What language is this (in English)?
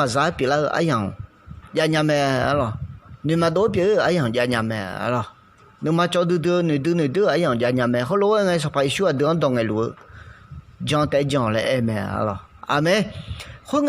Akha